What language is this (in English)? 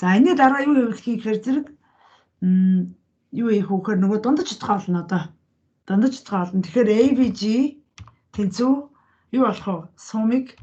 Mongolian